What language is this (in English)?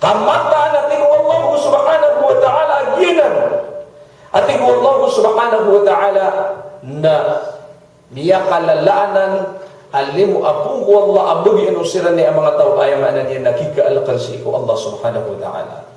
Maranao